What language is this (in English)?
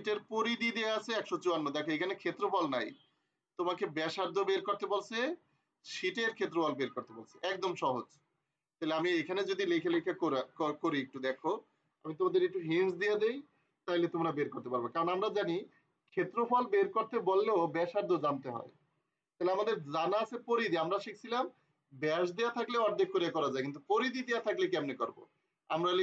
Bangla